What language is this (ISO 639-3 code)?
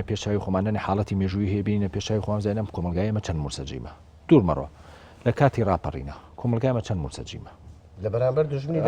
ckb